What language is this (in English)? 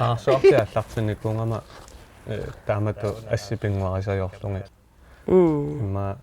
Kalaallisut